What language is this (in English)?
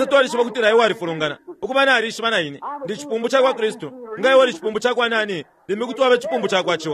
Bemba